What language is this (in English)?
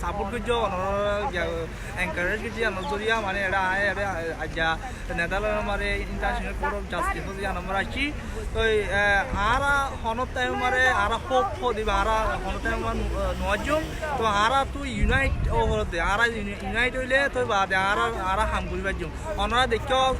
Rohingya